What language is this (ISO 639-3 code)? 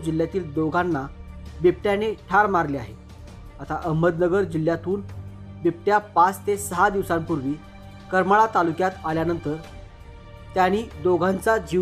mar